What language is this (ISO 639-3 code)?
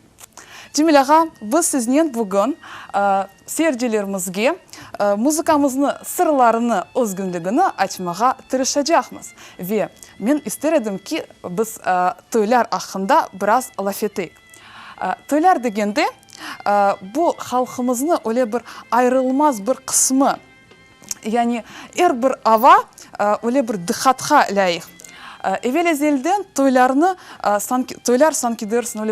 crh